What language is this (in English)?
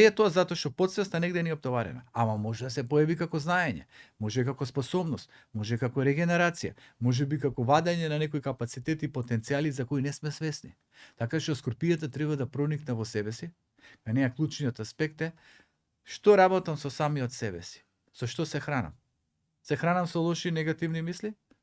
Macedonian